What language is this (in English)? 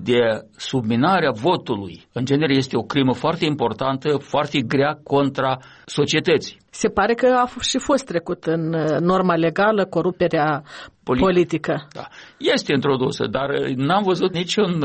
Romanian